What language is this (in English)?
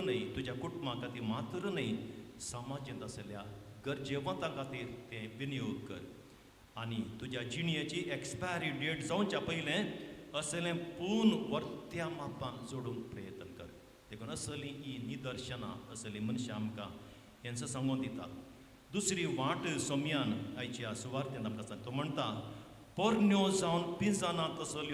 Konkani